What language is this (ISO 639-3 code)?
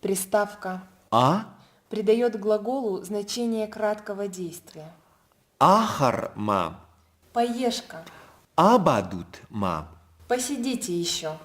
oss